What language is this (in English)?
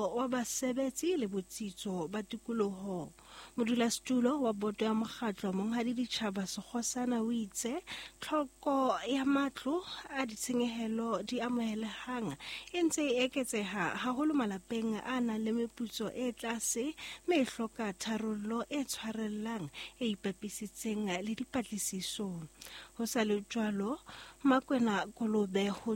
Southern Sotho